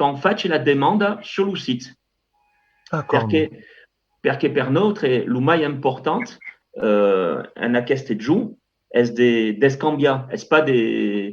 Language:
Occitan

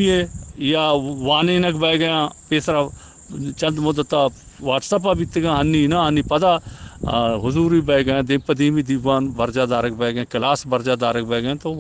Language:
Eastern Balochi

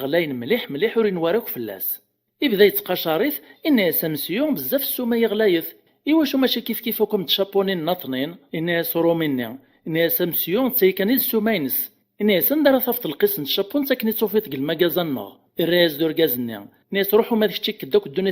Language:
Kabyle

